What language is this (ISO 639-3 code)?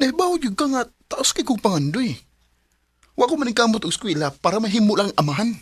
ceb